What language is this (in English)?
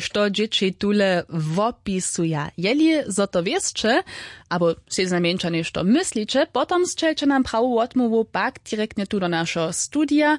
Upper Sorbian